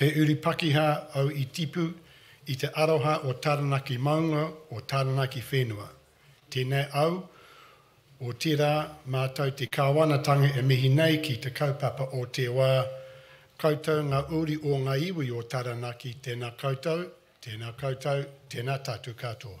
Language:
Māori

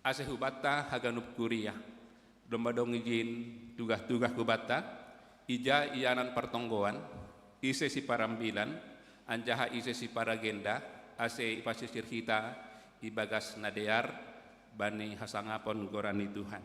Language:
Batak Simalungun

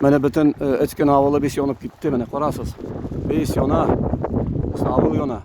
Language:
Tatar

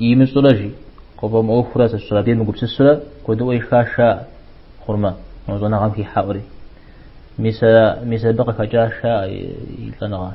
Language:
Kabardian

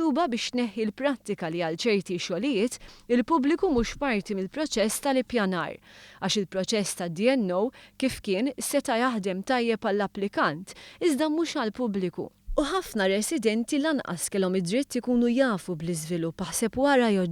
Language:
Maltese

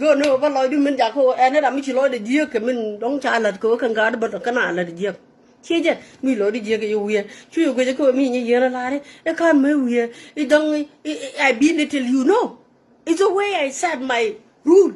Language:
Nuer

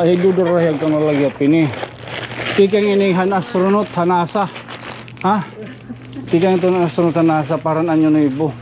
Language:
Waray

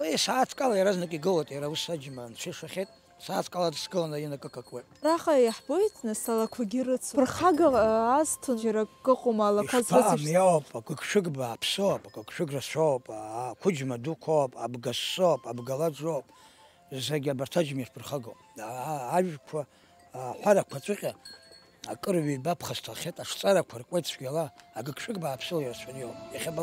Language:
Abkhazian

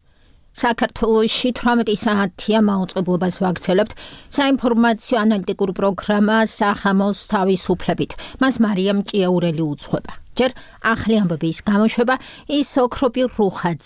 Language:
Georgian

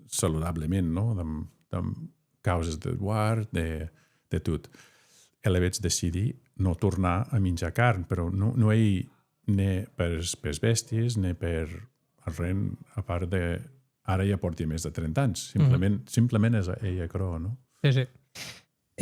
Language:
Occitan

